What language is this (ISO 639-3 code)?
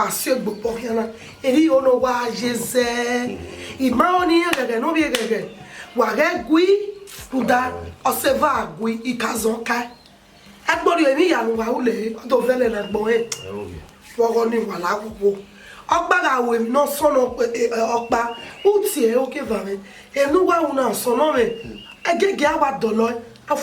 bin